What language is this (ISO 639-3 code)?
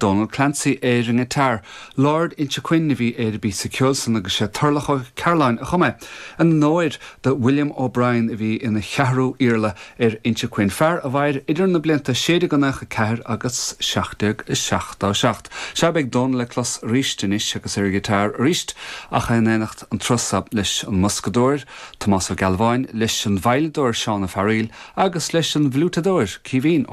gle